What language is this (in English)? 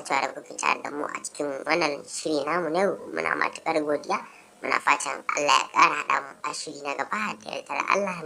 Hausa